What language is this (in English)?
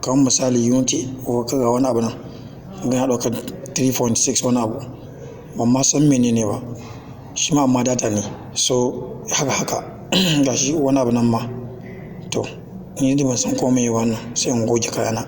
Hausa